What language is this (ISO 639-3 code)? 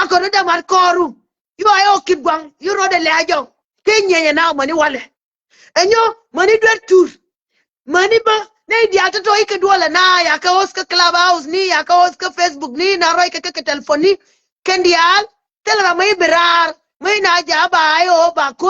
nus